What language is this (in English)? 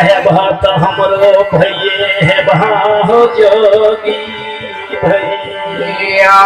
Maithili